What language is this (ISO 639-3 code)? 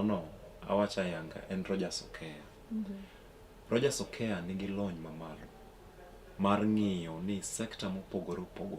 luo